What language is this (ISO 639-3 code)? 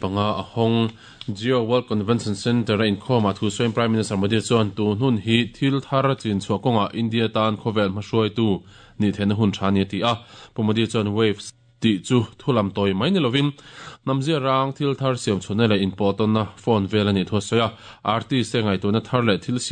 lus